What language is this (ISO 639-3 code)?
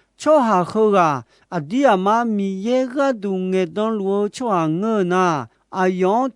ahk